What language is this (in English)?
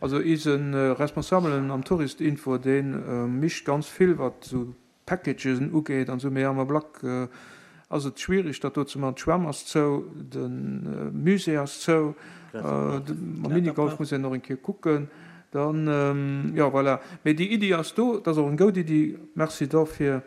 Luxembourgish